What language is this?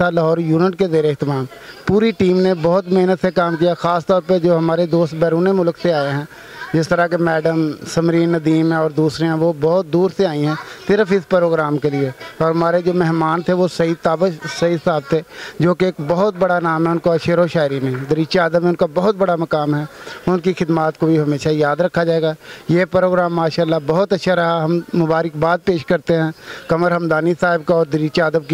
Urdu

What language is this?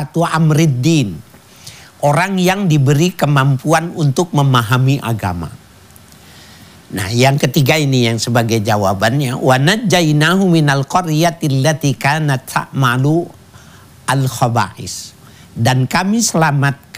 Indonesian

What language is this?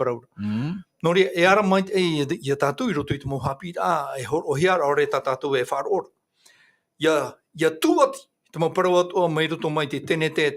Tahitian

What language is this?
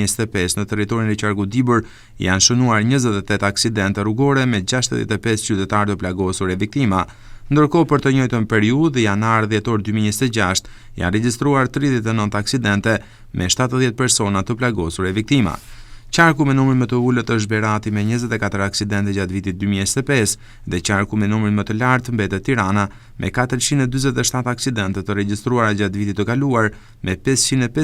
Albanian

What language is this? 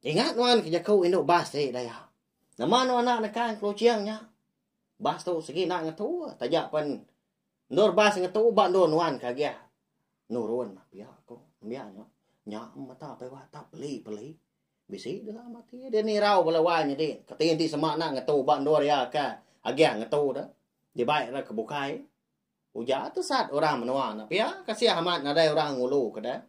Iban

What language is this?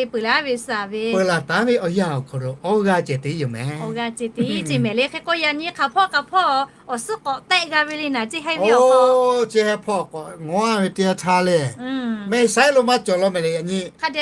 Lahu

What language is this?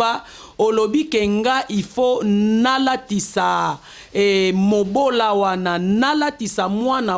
Lingala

